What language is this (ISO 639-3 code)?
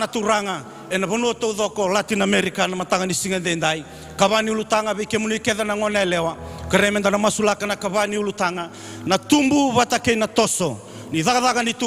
fij